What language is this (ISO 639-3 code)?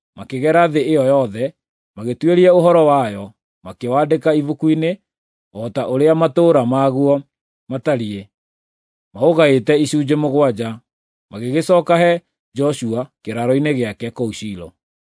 kik